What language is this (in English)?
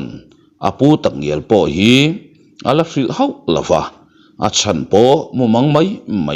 Mizo